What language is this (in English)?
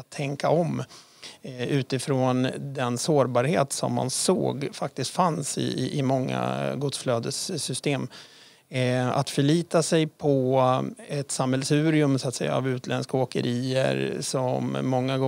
Swedish